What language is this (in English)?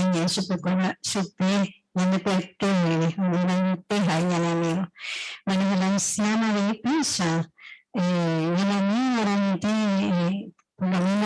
Guarani